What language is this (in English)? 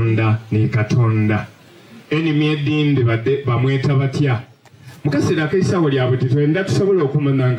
Soga